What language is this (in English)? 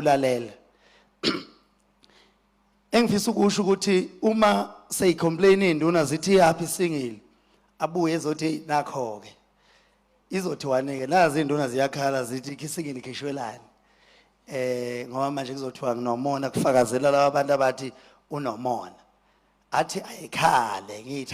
Zulu